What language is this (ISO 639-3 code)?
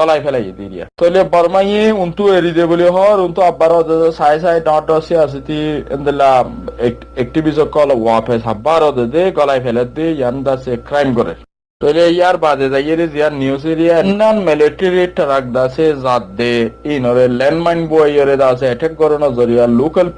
rhg